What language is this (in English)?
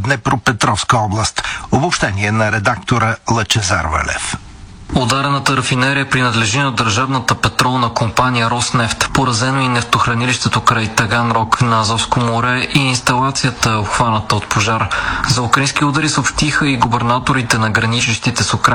Bulgarian